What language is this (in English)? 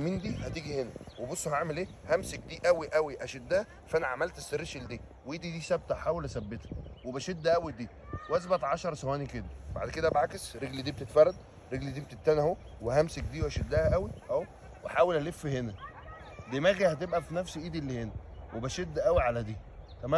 Egyptian Arabic